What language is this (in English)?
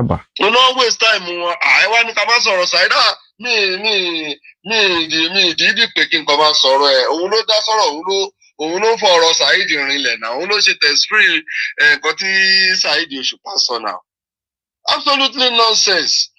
Yoruba